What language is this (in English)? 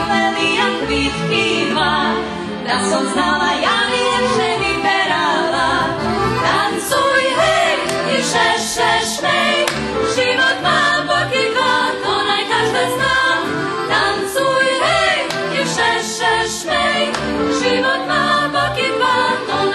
Rusyn